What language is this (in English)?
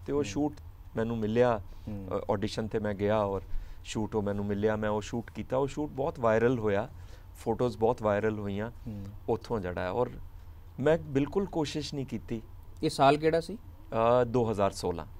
Punjabi